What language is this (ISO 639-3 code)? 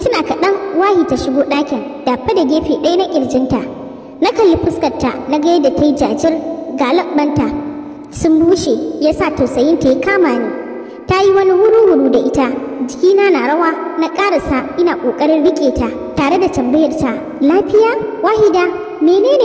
hau